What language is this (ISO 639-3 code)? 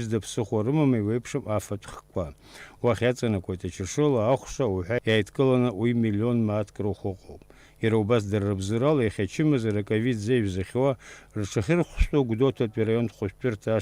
abk